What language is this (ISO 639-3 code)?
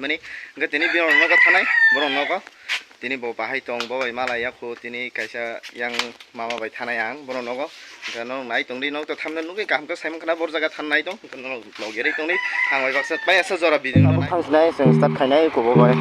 trp